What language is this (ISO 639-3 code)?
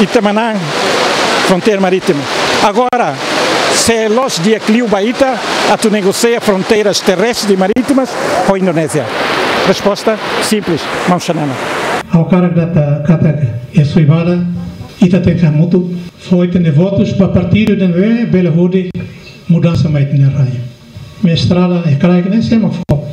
tet